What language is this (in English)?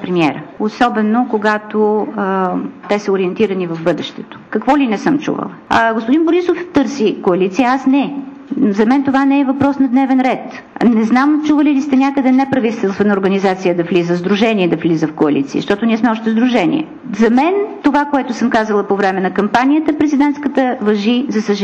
Bulgarian